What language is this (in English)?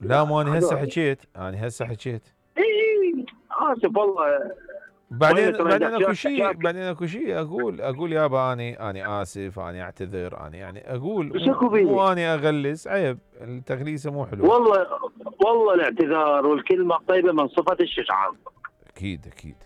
Mesopotamian Arabic